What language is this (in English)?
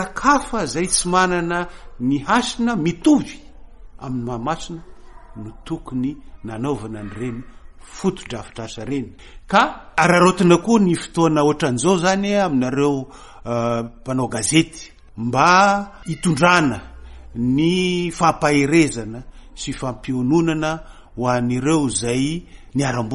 Malagasy